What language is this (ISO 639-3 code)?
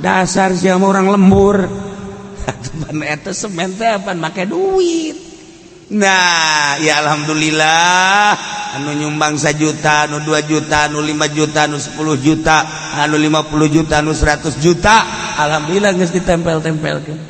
sun